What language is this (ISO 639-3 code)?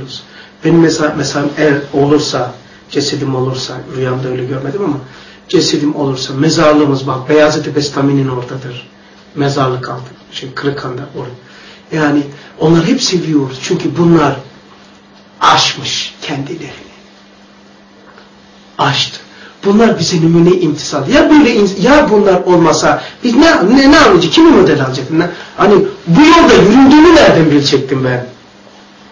tur